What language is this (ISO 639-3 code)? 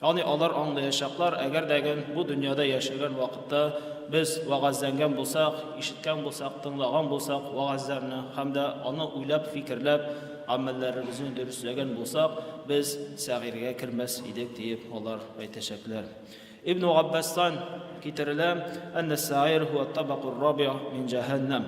tat